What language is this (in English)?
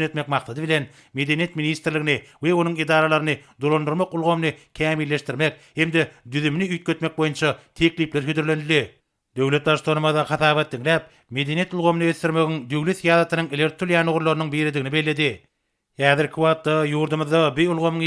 Turkmen